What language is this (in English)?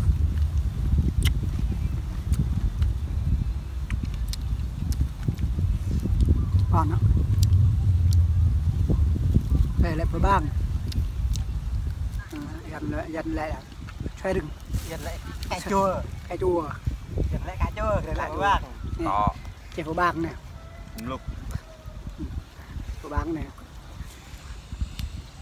Vietnamese